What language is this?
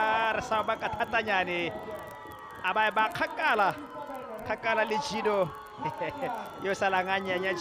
Tswana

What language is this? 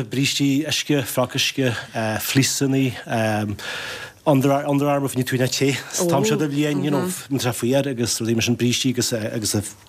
Irish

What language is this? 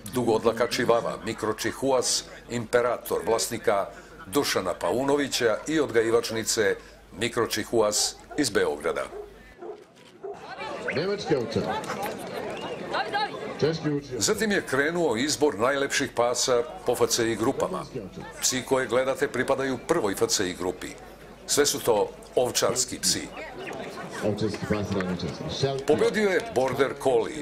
Serbian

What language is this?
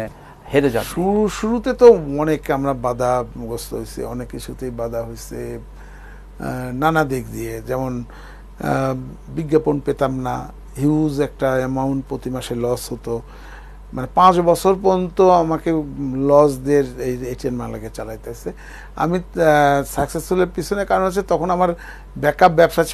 Bangla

